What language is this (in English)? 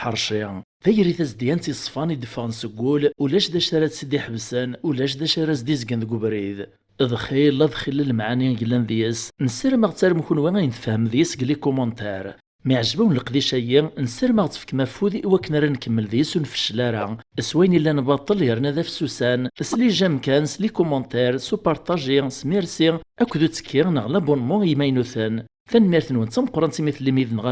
Kabyle